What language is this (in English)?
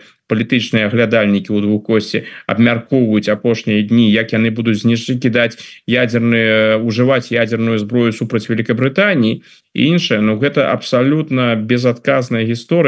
Belarusian